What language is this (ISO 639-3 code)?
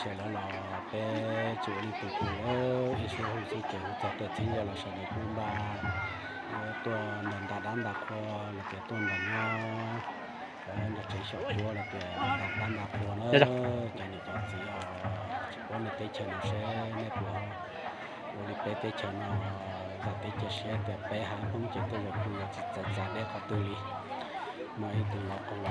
hmn